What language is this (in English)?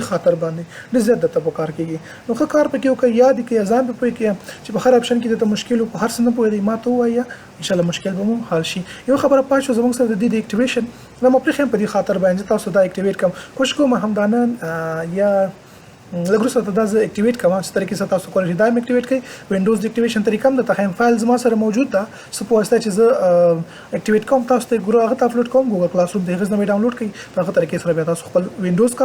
Pashto